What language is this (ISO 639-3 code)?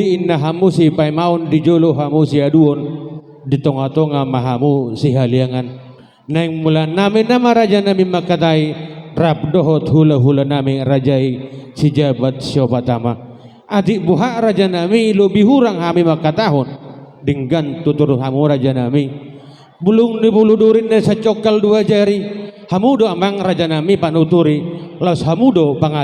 bbc